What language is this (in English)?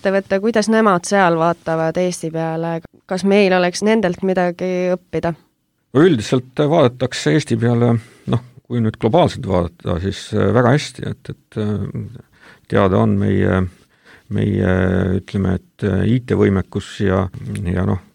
Estonian